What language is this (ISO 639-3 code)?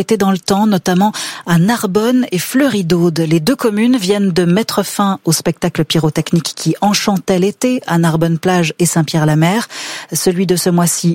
fra